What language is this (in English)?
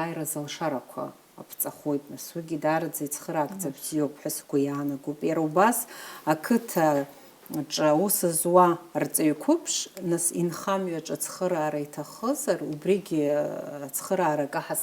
Abkhazian